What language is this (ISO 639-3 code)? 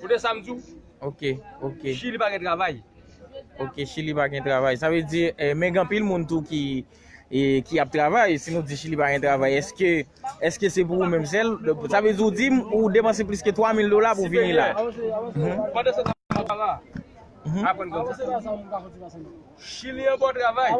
hat